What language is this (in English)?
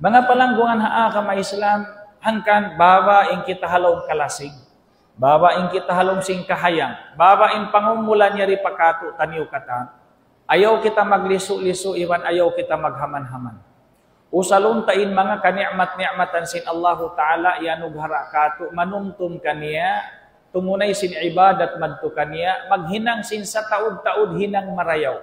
Tausug